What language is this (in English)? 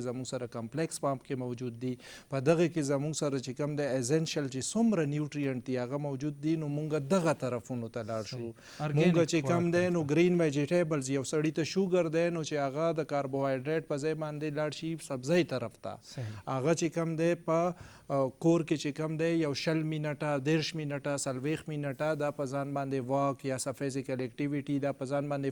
Pashto